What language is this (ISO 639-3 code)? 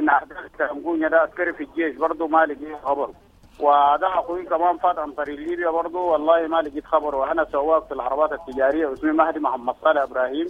apd